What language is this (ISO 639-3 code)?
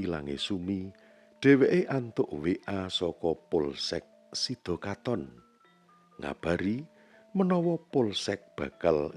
jav